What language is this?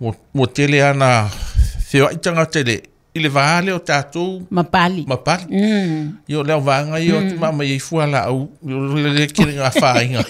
Samoan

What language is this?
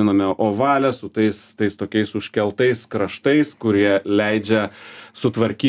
Lithuanian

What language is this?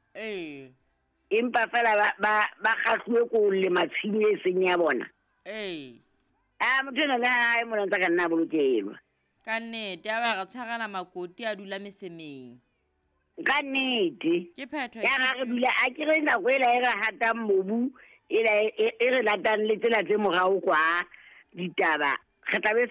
Southern Sotho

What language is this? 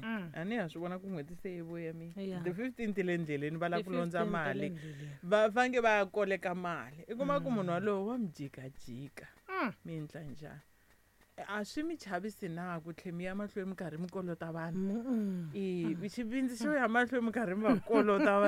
Tsonga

